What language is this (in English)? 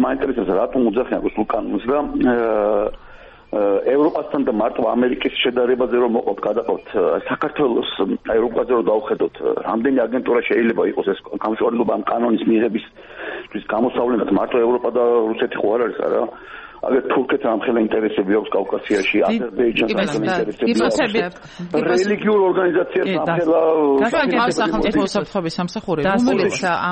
Georgian